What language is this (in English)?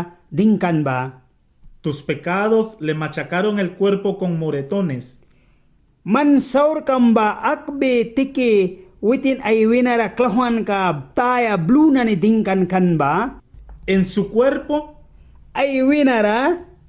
Mískito